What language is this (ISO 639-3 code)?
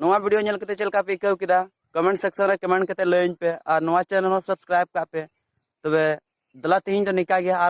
sat